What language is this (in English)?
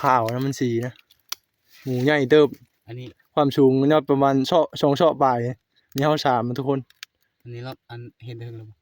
Northeastern Thai